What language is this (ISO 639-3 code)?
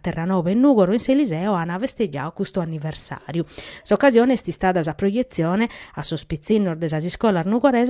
srd